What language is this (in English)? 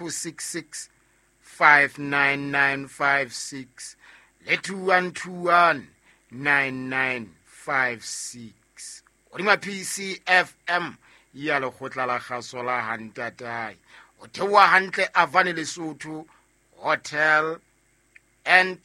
Southern Sotho